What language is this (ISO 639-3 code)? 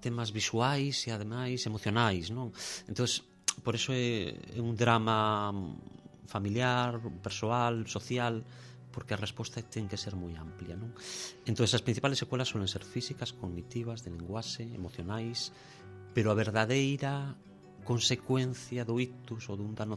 glg